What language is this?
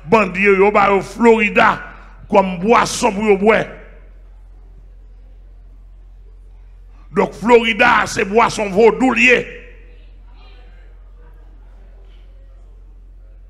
French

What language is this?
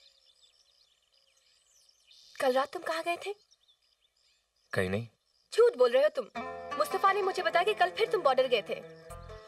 Hindi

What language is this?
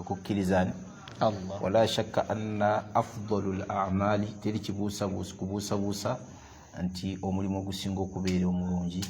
Ganda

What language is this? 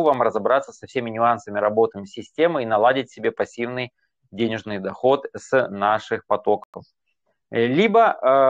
Russian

